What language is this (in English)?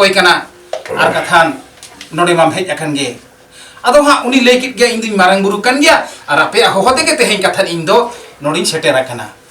Santali